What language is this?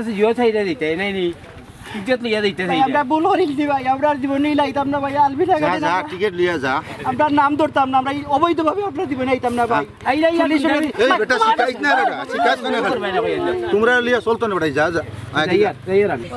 Sylheti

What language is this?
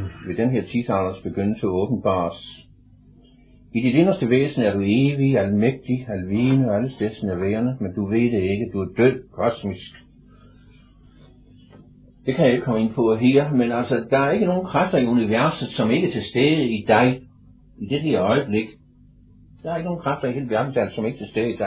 Danish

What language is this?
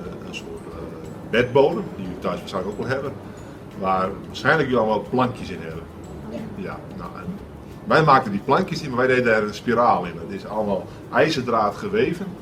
Western Frisian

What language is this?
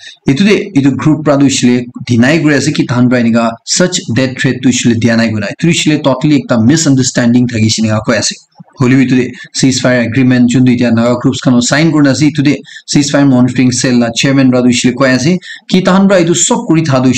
Naga Pidgin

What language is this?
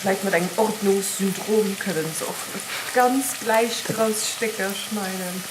Luxembourgish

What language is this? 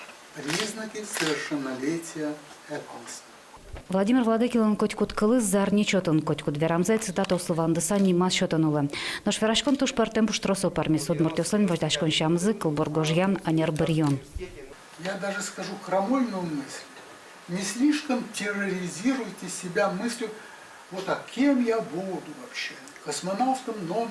Udmurt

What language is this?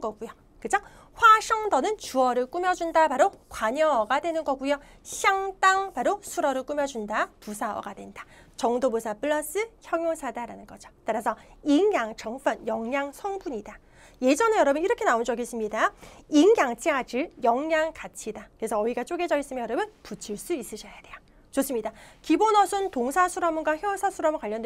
Korean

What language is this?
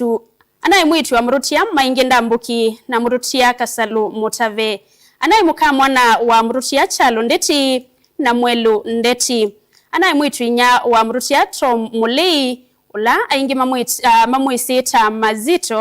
Kamba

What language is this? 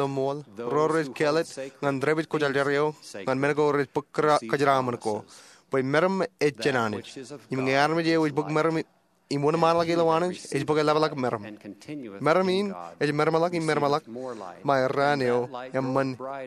Marshallese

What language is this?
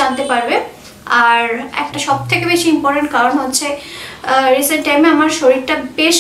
Bangla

